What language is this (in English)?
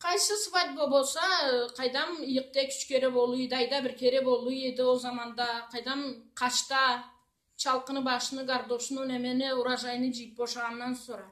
Karachay-Balkar